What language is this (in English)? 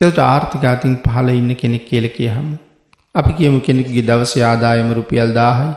Sinhala